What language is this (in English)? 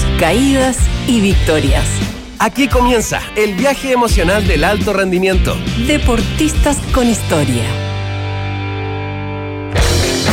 Spanish